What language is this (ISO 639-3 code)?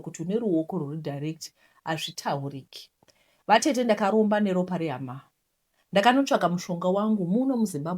sna